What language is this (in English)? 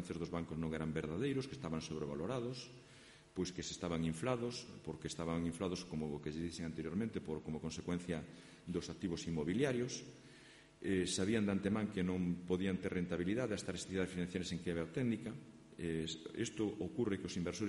Galician